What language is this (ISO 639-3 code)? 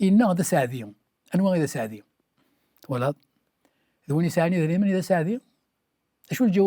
kab